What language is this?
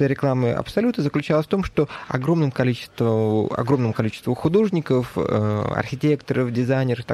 Russian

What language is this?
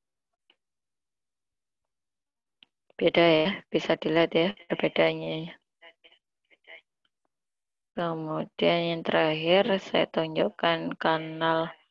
Indonesian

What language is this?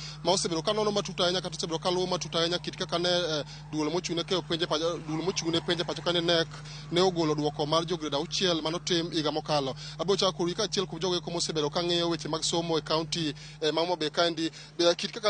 Luo (Kenya and Tanzania)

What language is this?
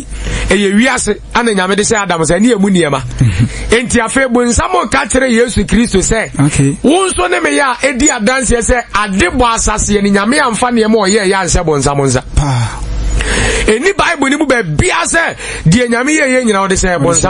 Akan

